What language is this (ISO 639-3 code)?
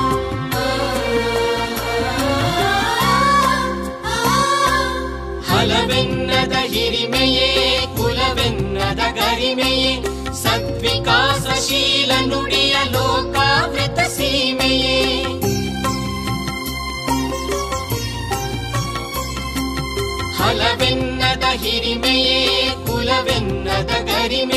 kan